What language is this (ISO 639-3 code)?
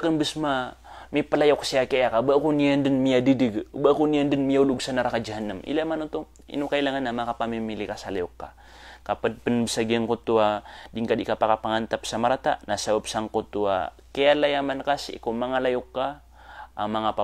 mrw